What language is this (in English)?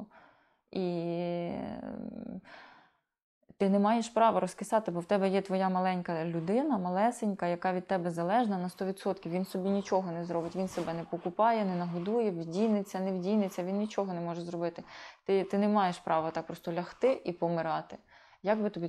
Ukrainian